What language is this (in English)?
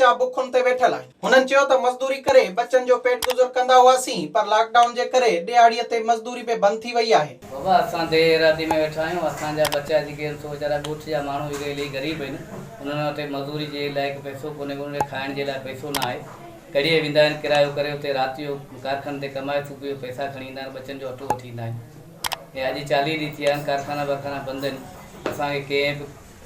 Sindhi